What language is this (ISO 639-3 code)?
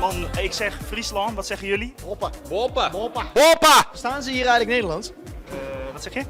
fry